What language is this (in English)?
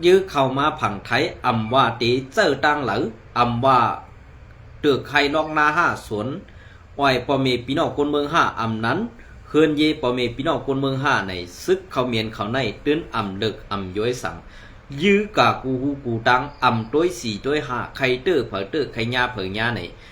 Shan